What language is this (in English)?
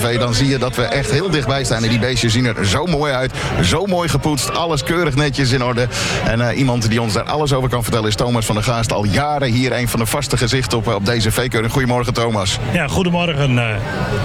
Dutch